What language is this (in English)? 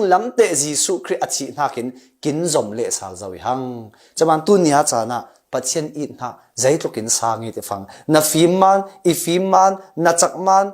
Falam Chin